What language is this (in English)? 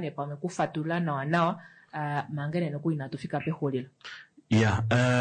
Kuanyama